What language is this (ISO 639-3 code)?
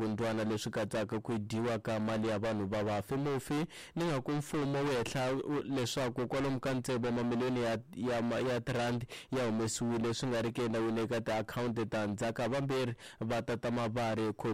tso